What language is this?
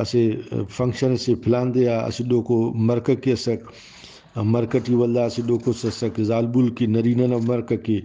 Brahui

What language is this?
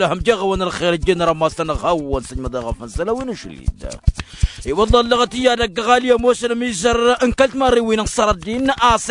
Tamasheq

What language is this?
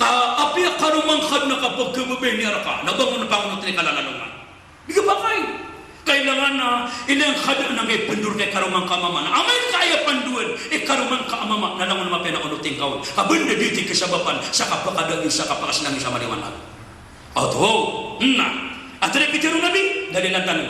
Maranao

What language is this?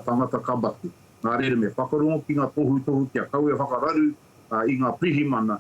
Māori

